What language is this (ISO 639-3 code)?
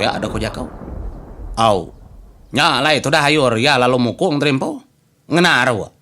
iba